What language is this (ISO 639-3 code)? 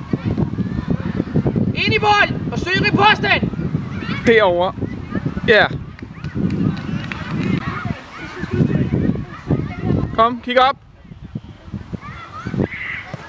dan